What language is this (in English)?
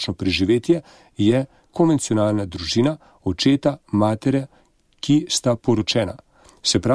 Slovenian